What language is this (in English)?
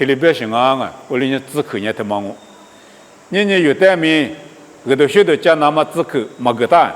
Lisu